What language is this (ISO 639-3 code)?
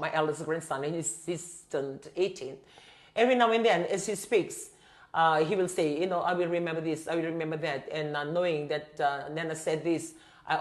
fij